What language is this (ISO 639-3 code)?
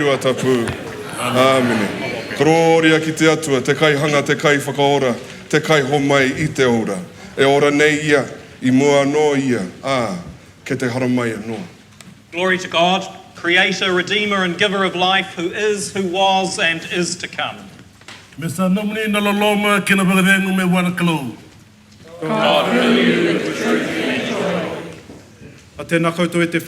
mri